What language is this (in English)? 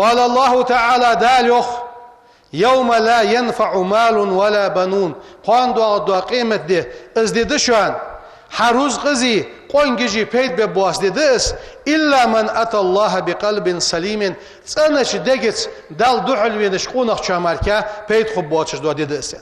Ingush